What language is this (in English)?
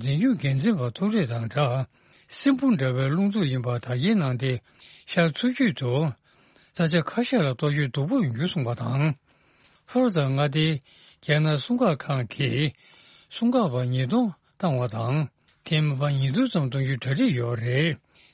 Tibetan